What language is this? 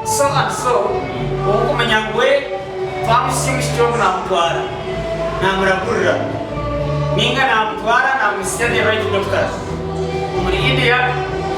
Nyankole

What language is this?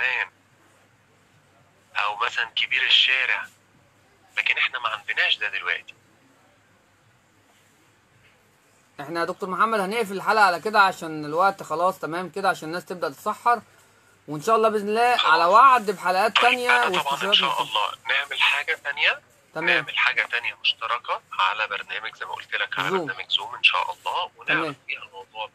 Egyptian Arabic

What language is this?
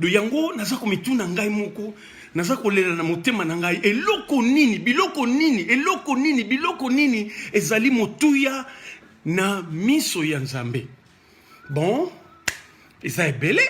Lingala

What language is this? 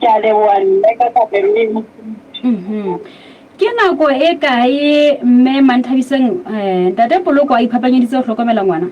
Southern Sotho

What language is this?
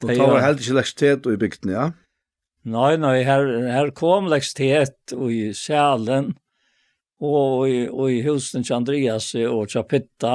Faroese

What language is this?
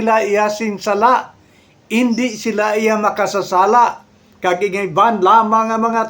Hiligaynon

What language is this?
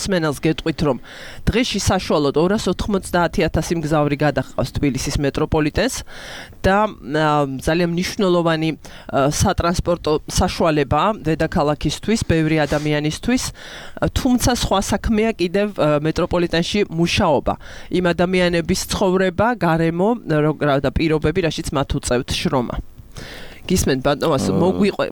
Georgian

